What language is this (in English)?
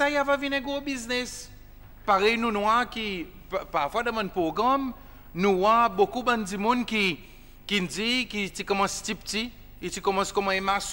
Seselwa Creole French